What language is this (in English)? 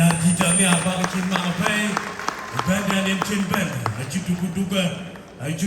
Dinka